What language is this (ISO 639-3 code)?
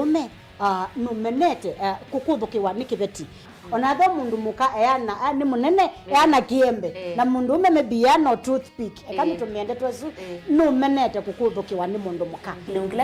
kam